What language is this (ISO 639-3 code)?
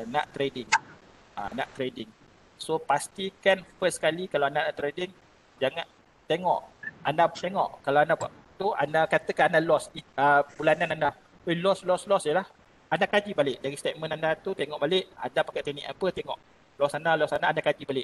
msa